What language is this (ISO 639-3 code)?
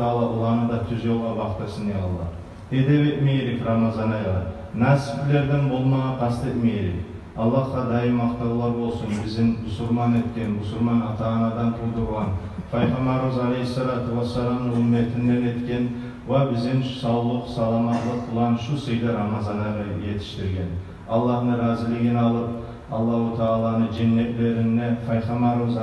kum